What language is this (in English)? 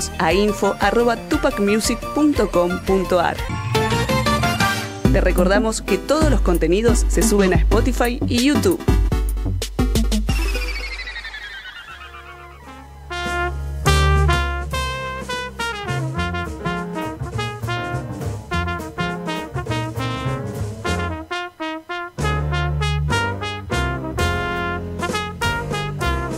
Spanish